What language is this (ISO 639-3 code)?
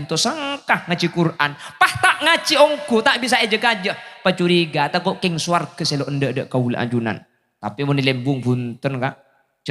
mad